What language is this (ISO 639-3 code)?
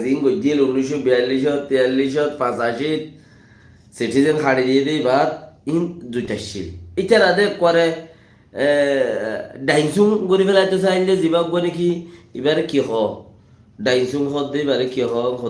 rhg